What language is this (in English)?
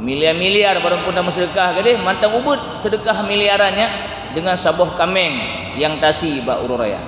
Achinese